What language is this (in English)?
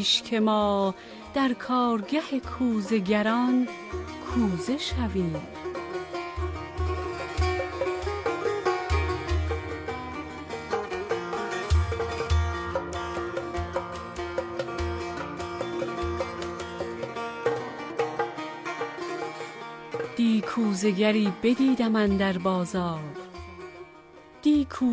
Persian